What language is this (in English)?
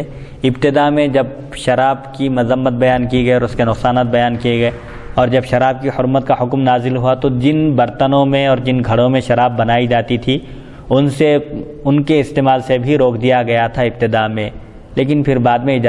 Urdu